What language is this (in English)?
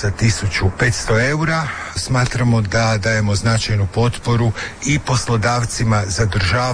Croatian